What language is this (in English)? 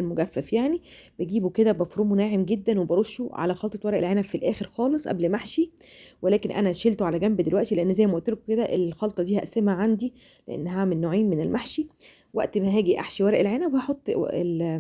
Egyptian Arabic